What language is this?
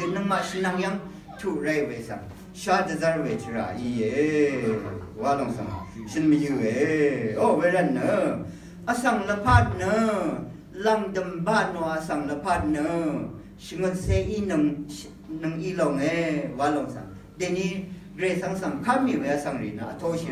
Rawang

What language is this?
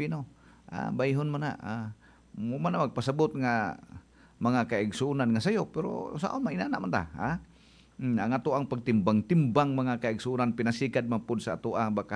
Cebuano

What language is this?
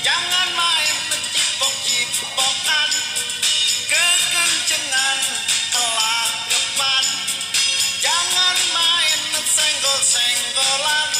Betawi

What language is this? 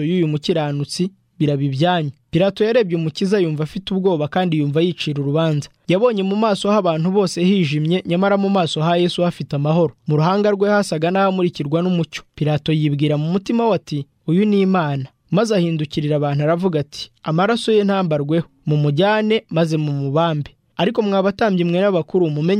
Kinyarwanda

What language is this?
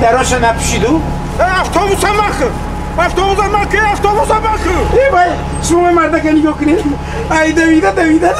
Tajik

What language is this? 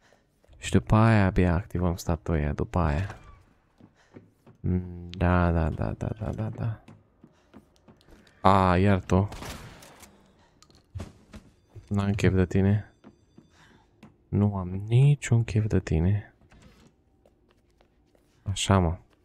Romanian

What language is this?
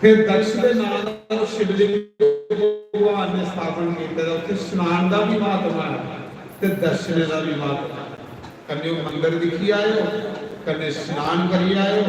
Dogri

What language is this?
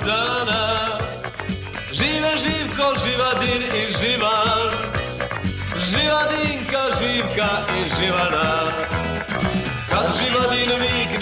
Serbian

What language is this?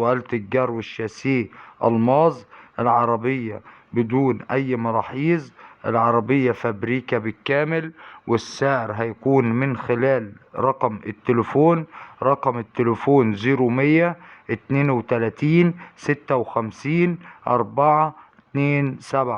Egyptian Arabic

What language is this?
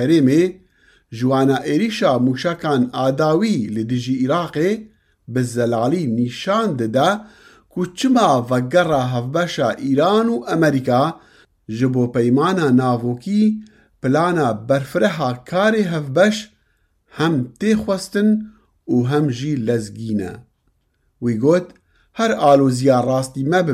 Kurdish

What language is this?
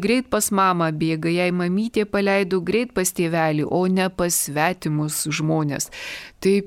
Lithuanian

